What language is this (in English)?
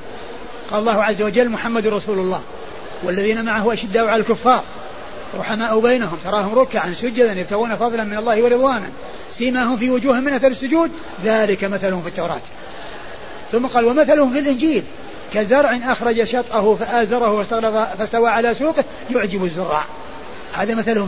Arabic